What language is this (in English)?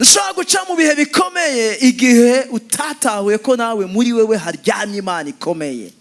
Rundi